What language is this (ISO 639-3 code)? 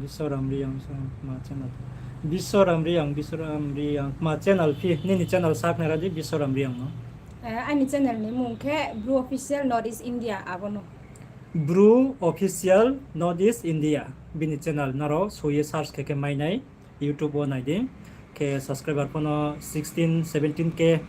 ria